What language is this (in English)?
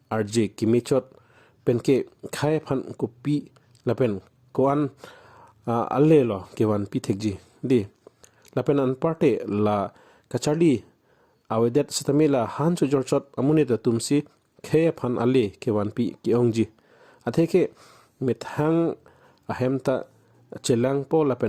Karbi